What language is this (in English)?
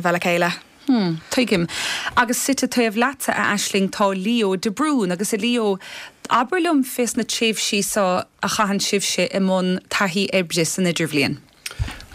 Irish